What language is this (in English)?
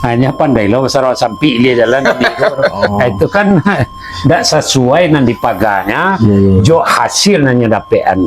Minangkabau